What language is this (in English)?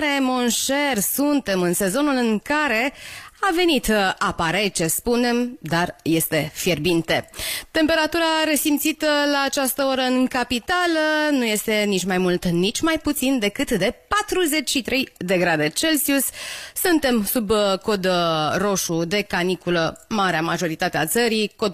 Romanian